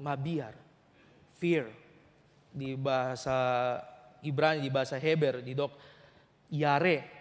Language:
Batak Toba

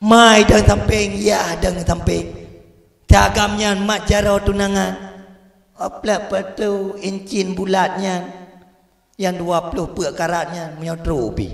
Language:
Achinese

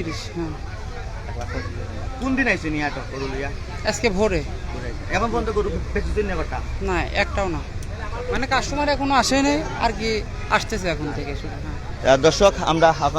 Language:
Sylheti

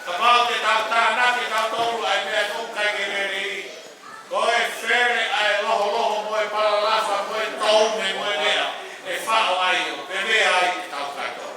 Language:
Tongan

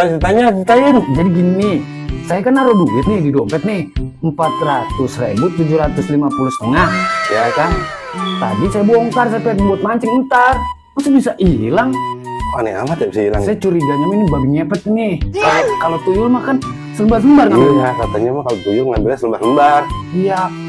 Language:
Betawi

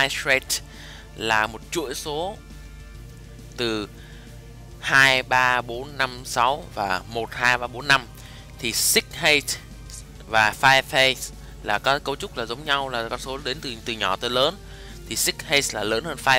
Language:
Vietnamese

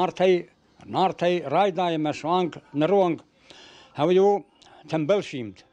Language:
Ossetic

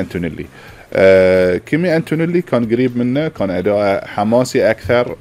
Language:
Gulf Arabic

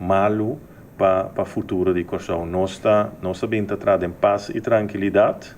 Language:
Papiamento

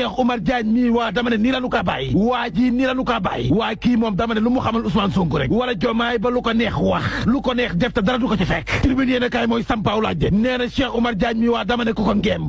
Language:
Wolof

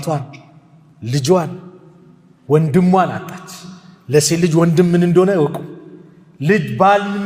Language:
Amharic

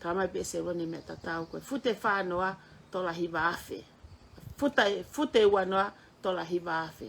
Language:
Tongan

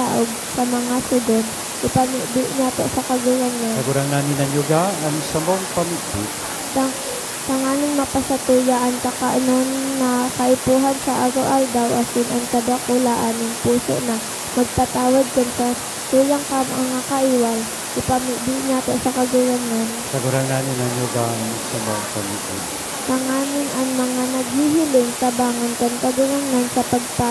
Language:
Bikol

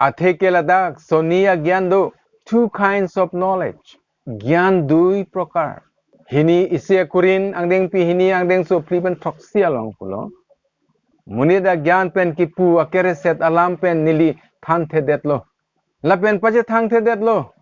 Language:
Karbi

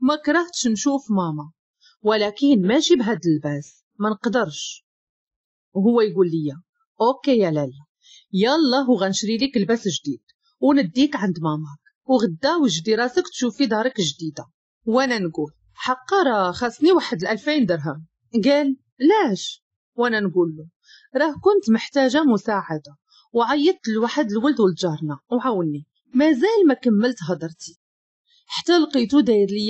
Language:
Moroccan Arabic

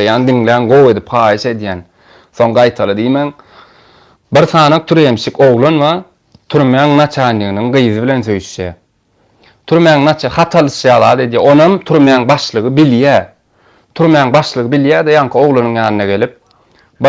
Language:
Turkmen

